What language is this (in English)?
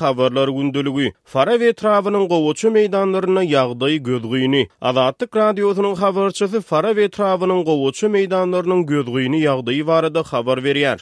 Turkmen